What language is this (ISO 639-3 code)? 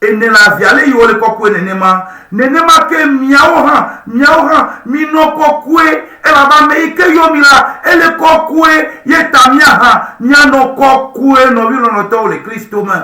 ewe